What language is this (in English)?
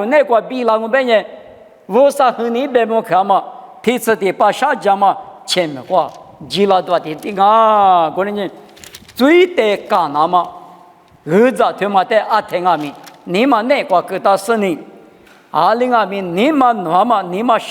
Lisu